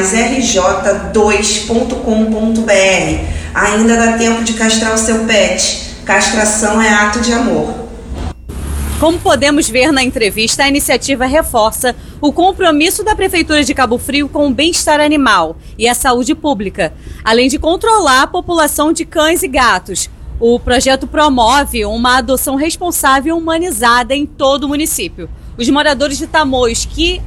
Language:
Portuguese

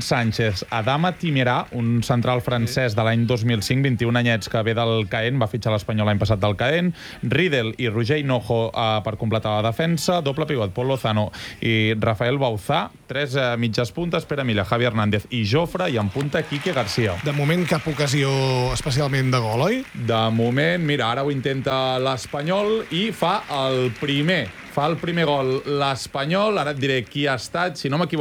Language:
Catalan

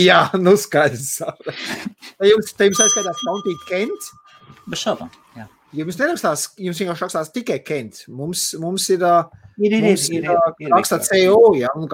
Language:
Latvian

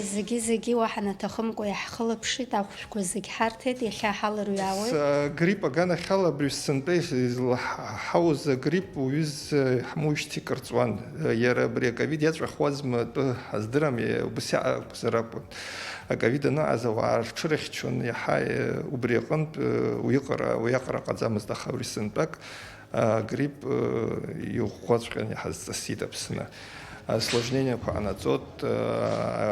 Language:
Abkhazian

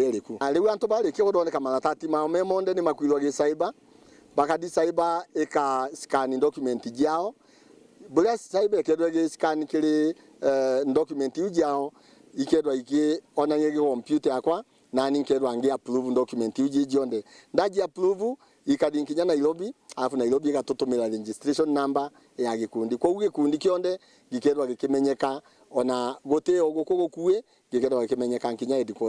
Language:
Meru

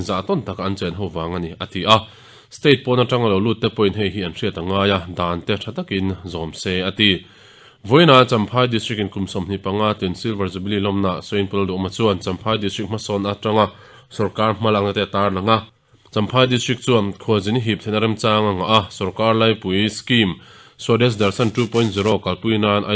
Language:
Mizo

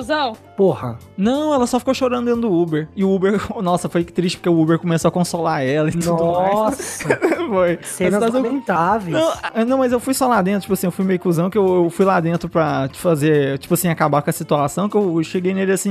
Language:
Portuguese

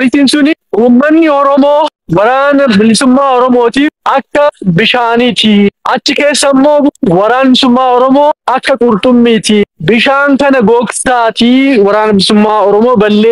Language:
Oromo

